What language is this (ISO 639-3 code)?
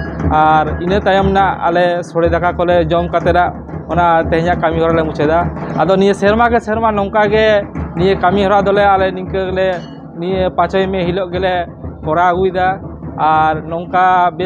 sat